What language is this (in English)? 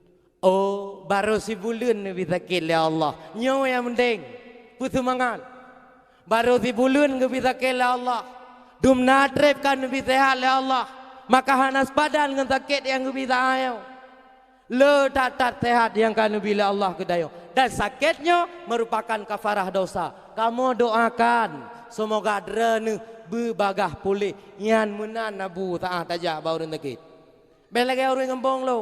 Achinese